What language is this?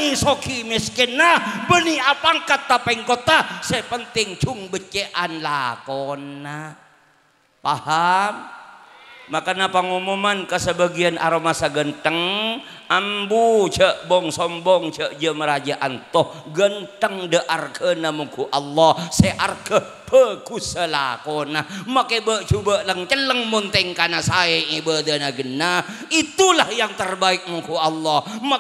Madurese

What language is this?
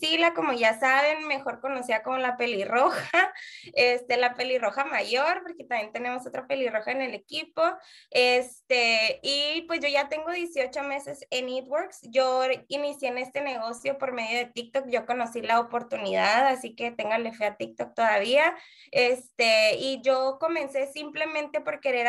Spanish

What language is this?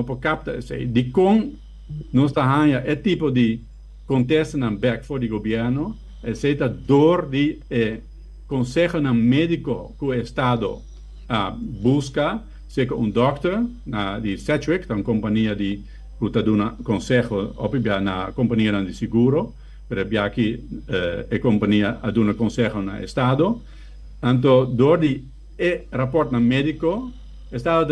Papiamento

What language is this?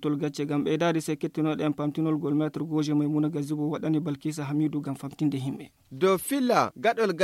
Fula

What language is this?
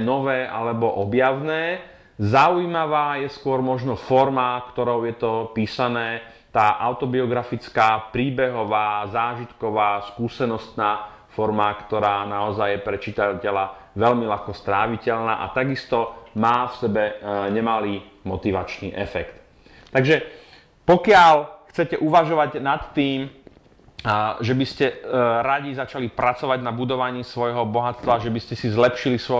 Slovak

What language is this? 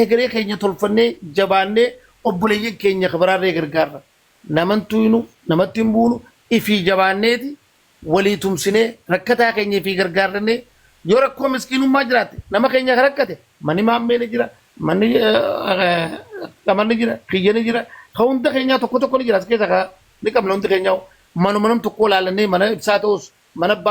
Oromo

